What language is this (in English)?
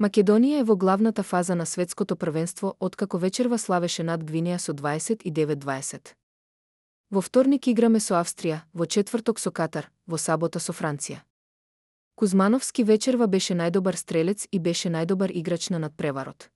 Macedonian